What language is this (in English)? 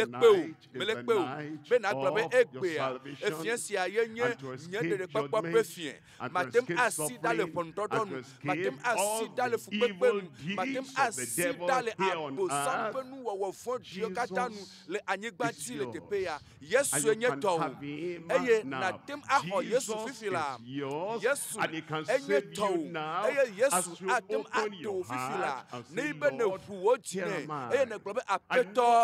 Ewe